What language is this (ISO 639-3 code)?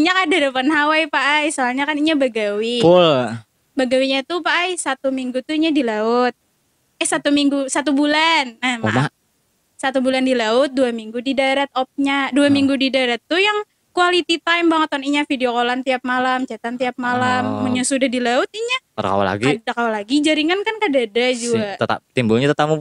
bjn